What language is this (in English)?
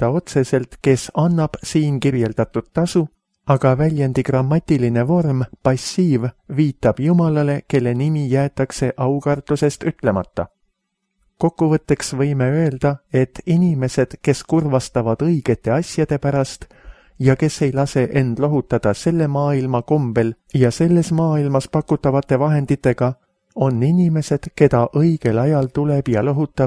Estonian